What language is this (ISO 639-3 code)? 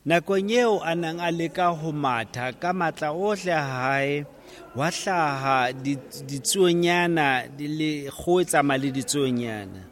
sot